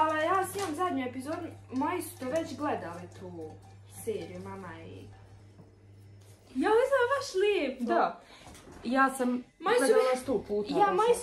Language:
Croatian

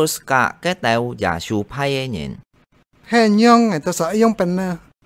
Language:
Hakka Chinese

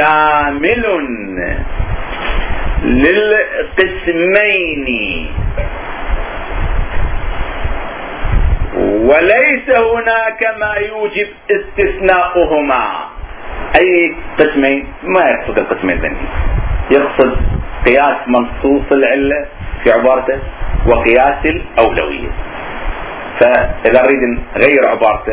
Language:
Arabic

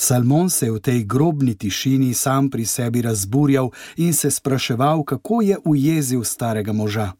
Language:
Slovenian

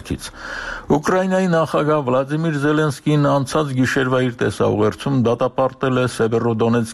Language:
Armenian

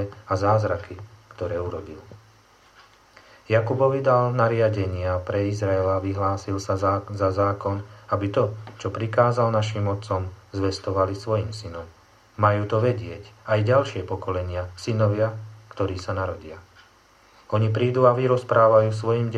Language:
Slovak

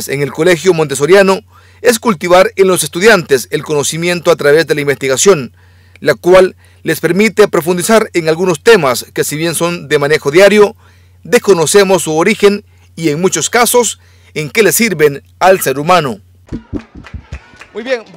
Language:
Spanish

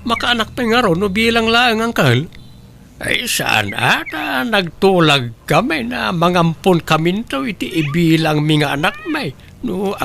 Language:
Iloko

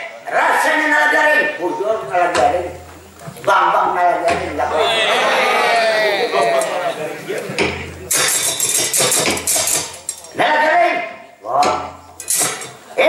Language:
Banjar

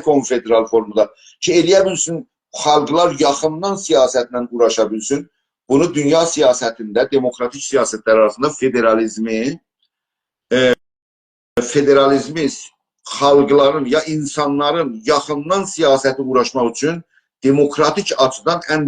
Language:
South Azerbaijani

